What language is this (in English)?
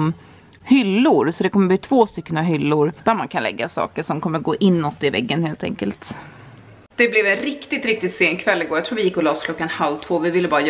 Swedish